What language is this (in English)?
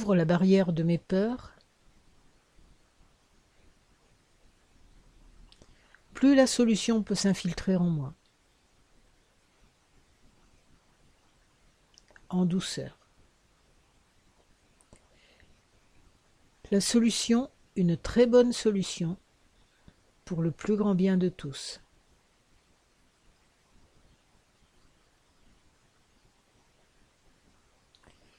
French